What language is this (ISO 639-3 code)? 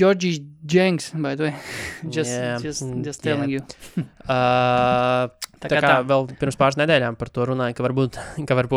lav